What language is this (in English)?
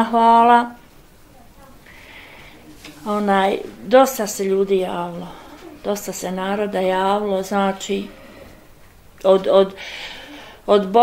Bosnian